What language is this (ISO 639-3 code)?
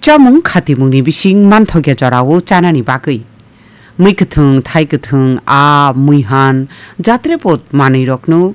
trp